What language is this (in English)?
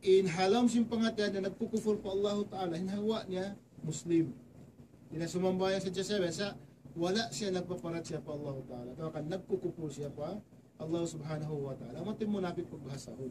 Tausug